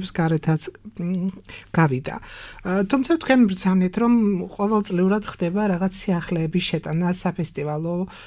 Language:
Georgian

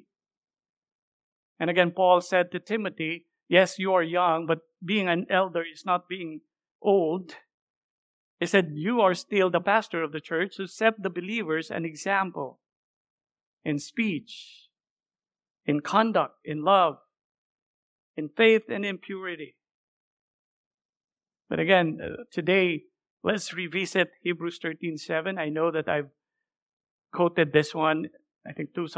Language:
English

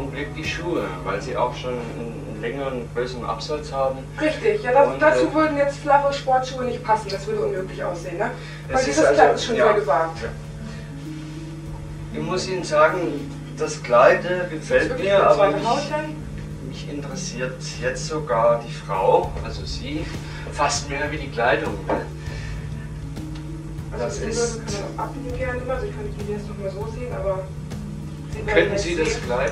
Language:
German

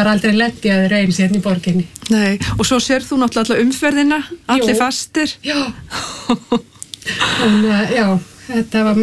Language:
Icelandic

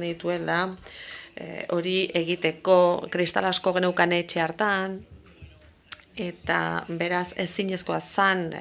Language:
Basque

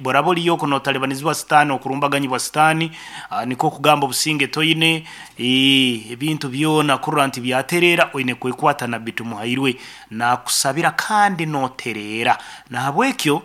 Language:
Nyankole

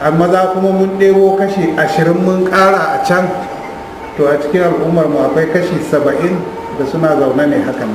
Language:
Hausa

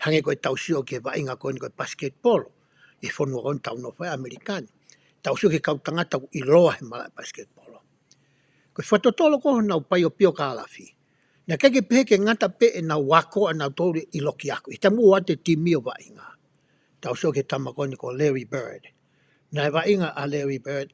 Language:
Tongan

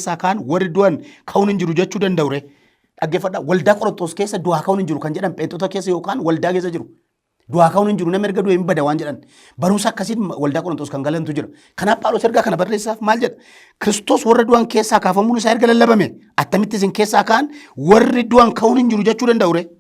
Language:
Oromo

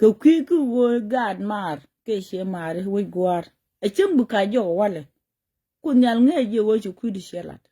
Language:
Nuer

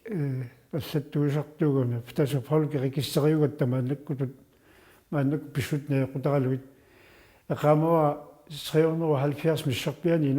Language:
Kalaallisut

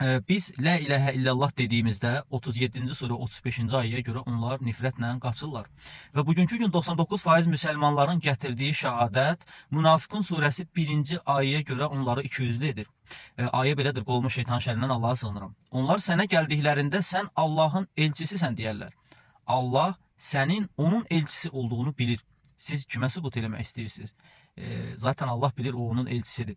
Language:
Azerbaijani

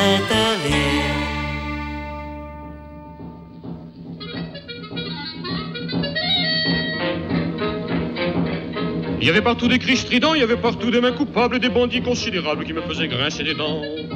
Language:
French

